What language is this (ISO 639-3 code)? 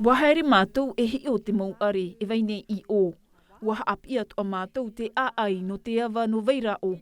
tah